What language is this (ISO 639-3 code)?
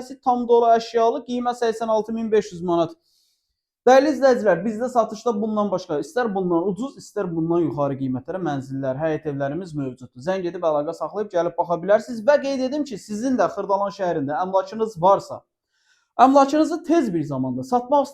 aze